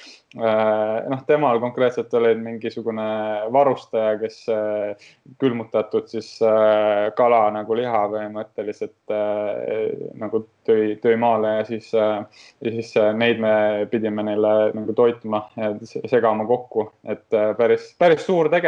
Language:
Estonian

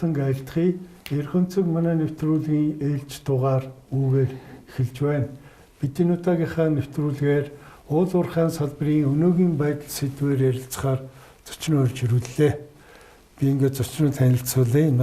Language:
Mongolian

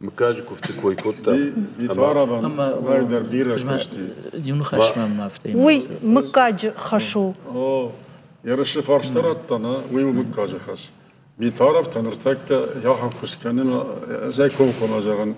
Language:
Ossetic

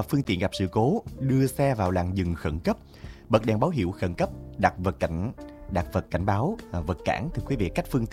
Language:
Vietnamese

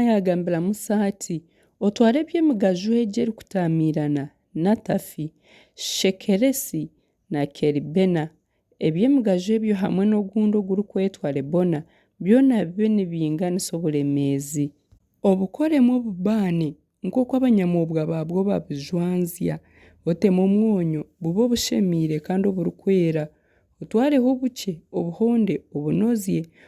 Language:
Nyankole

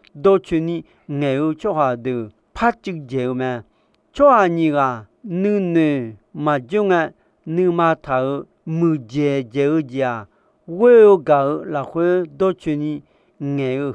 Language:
Akha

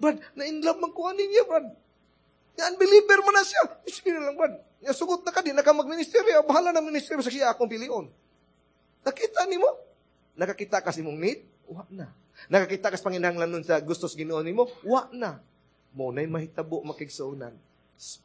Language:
Cebuano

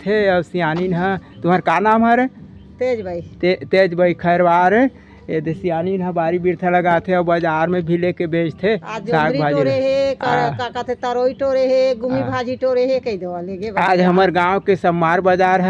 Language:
Chhattisgarhi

